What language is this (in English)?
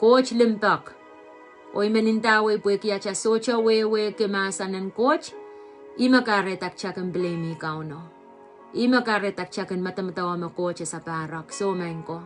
Pohnpeian